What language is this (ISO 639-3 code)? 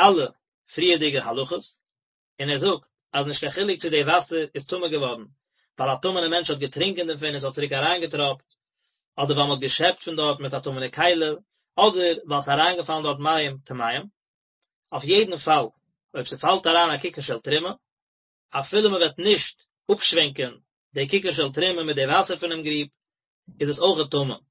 yid